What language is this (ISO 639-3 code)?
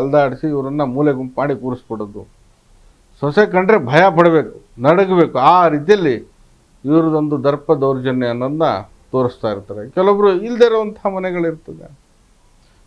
kan